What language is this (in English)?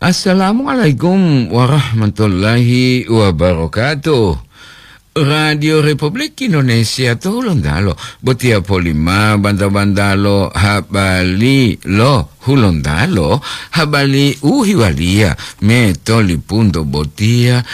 Gorontalo